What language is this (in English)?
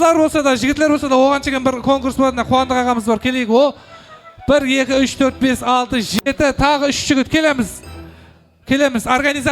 Kara-Kalpak